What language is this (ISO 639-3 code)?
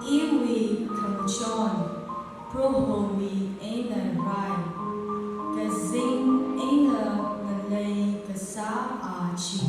nmf